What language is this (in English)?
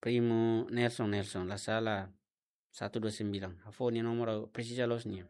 Tetum